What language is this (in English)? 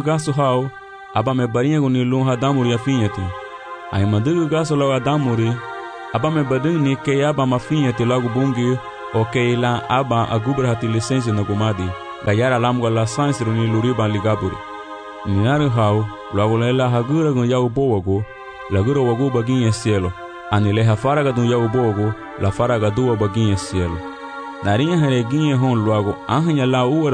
Garifuna